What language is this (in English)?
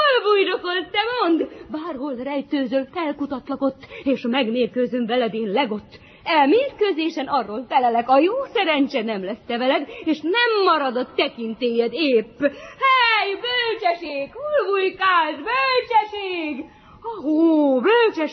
Hungarian